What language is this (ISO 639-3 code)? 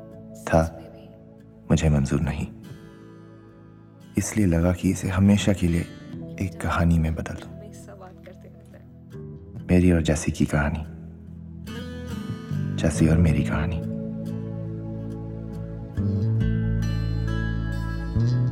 hin